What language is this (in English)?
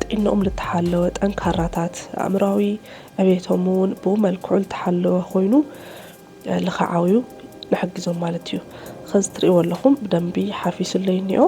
Tigrinya